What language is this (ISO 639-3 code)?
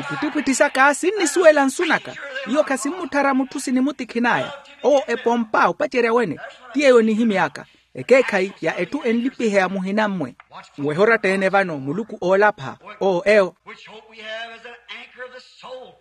vmw